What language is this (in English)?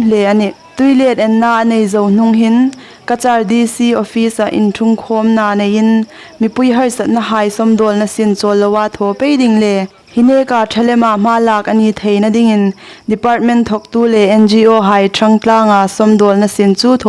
Hmar